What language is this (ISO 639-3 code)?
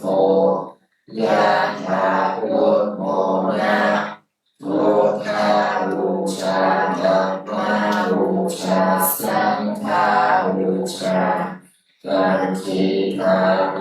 pli